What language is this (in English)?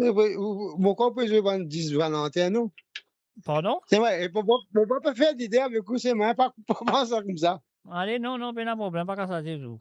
Morisyen